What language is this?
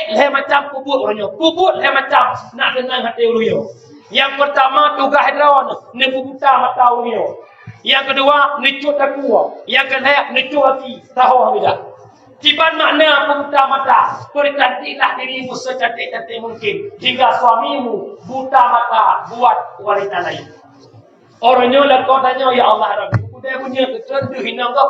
Achinese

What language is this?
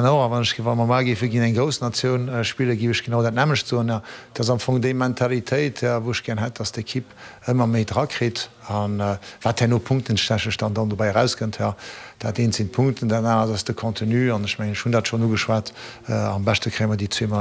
Luxembourgish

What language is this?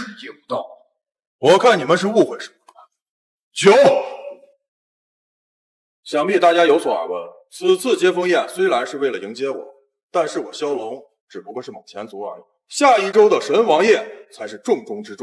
Chinese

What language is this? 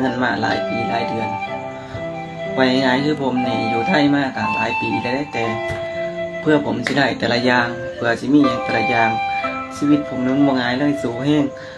Lao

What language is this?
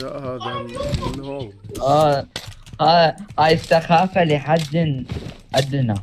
Mesopotamian Arabic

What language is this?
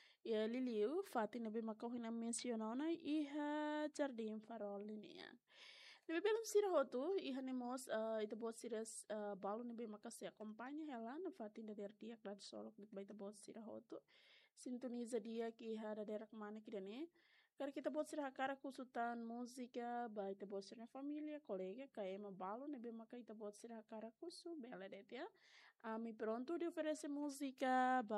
Tetum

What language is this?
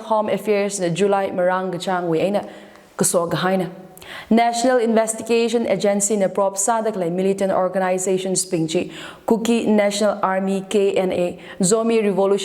Tangkhul Naga (India)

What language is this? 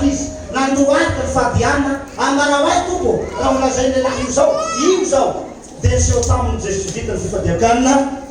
Malagasy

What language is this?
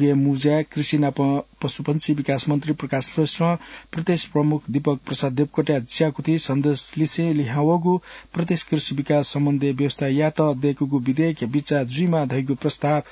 Newari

